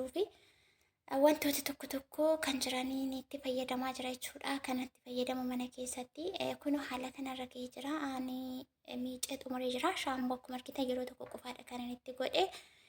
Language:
Oromo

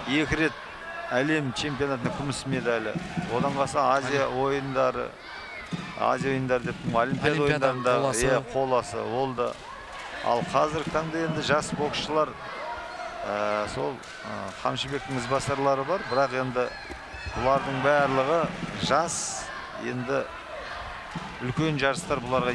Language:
Kazakh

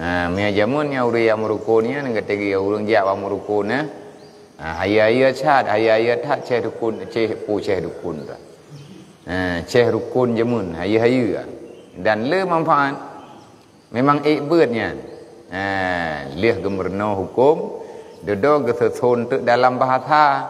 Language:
Achinese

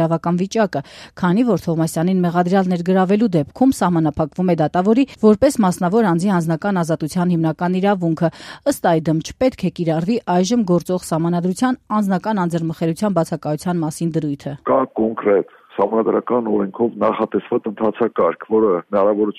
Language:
Armenian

